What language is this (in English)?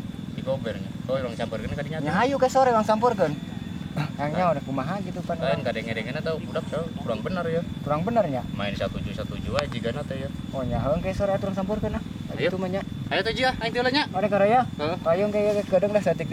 Sundanese